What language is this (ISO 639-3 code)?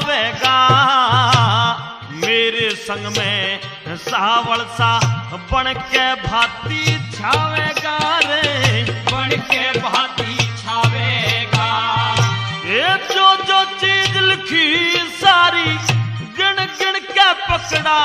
bgc